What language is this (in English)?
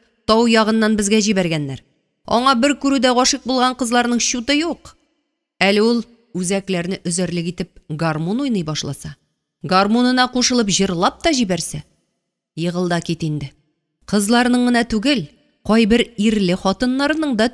Tatar